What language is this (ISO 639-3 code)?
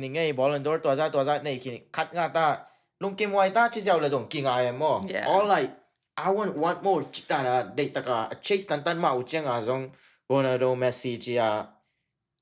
ctd